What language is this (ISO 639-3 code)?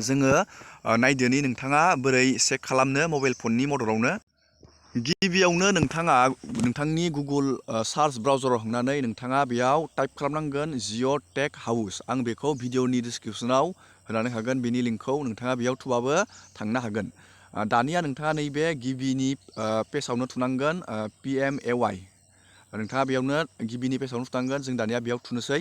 brx